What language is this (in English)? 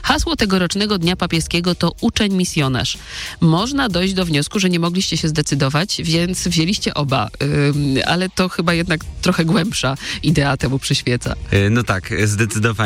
Polish